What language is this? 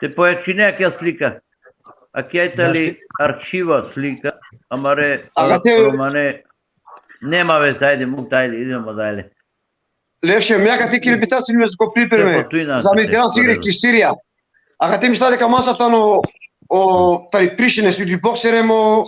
Balkan Romani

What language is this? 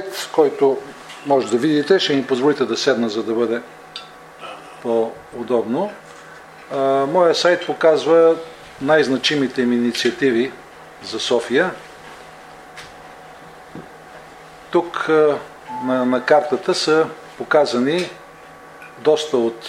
Bulgarian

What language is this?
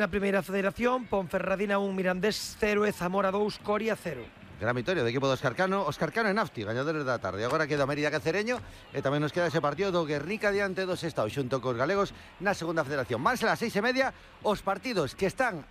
Galician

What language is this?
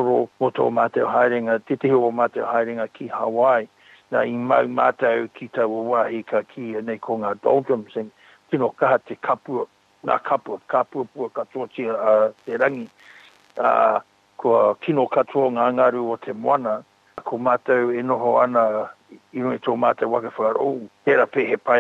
Māori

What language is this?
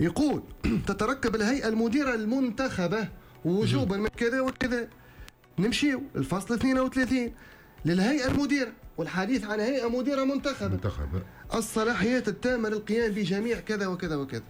Tunisian Arabic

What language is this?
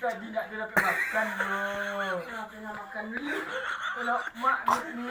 Minangkabau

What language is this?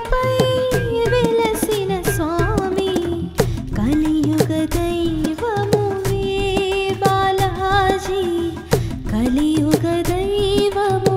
Telugu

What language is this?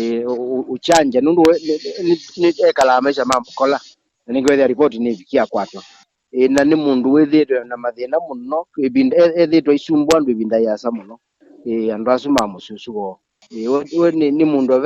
Kamba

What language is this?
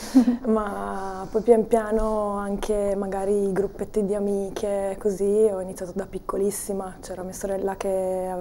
Italian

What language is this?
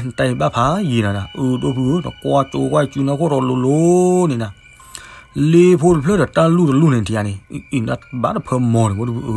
S'gaw Karen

